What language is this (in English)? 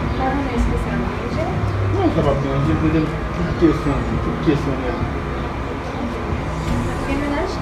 Haitian Creole